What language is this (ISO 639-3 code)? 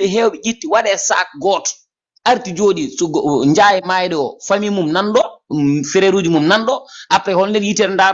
ful